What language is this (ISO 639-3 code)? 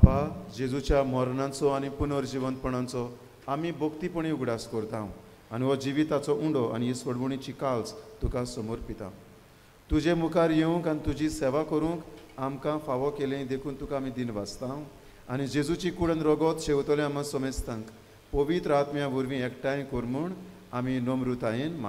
kok